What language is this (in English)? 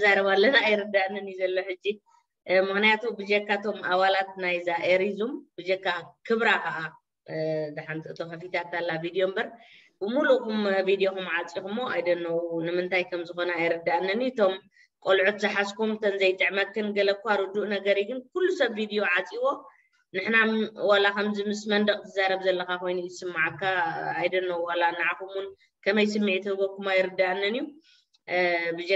Tigrinya